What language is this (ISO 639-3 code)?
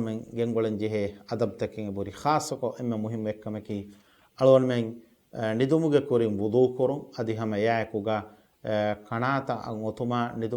div